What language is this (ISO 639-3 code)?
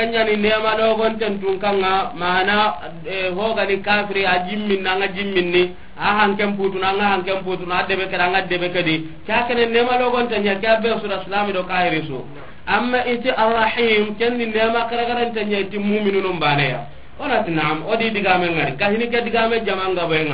snk